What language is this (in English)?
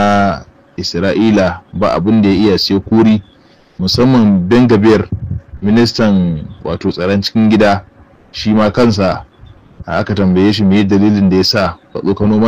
Hausa